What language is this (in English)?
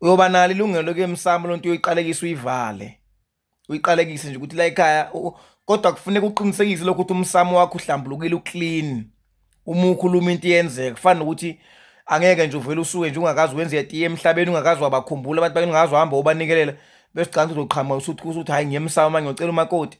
Zulu